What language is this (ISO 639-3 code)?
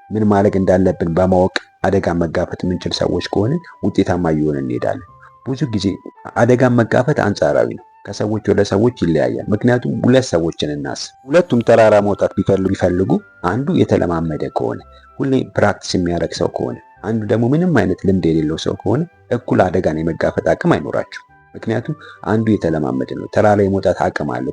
amh